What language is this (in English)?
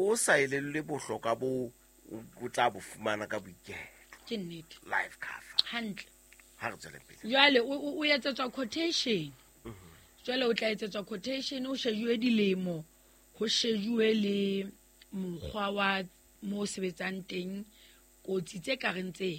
Southern Sotho